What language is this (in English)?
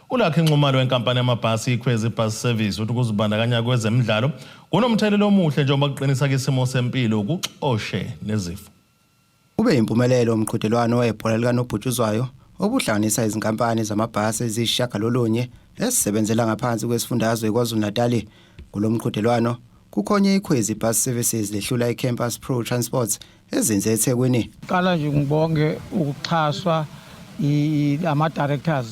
Zulu